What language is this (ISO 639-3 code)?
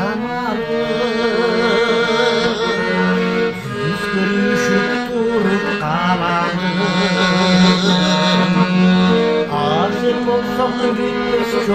kaz